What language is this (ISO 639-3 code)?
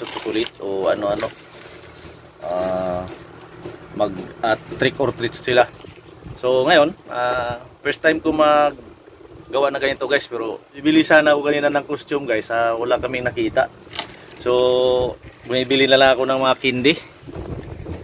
fil